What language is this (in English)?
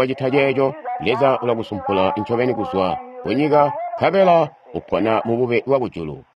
Tonga (Zambia)